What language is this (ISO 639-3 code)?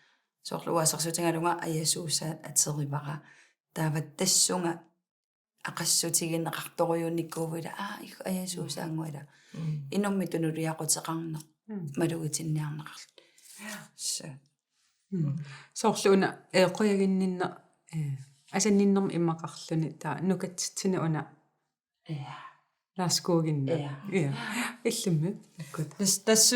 kal